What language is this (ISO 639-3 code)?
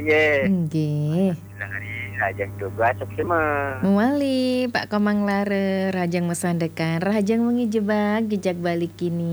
ban